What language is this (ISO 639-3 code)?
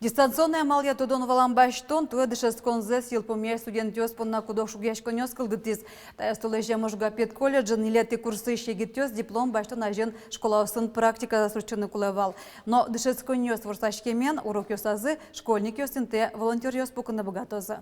udm